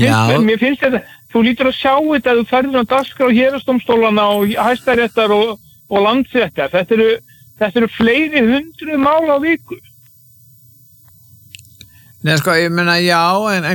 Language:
Icelandic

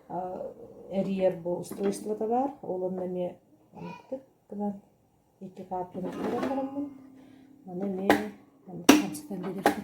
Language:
Yakut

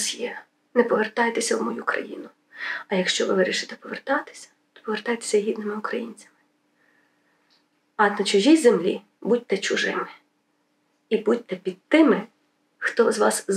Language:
Ukrainian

